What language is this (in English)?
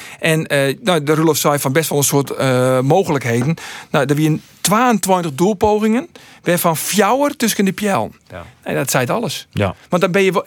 Western Frisian